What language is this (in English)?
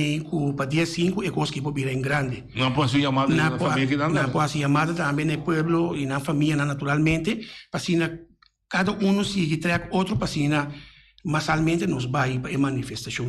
Papiamento